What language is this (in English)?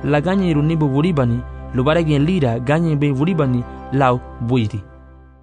Garifuna